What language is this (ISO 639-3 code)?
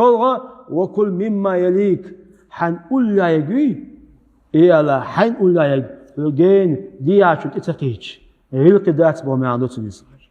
che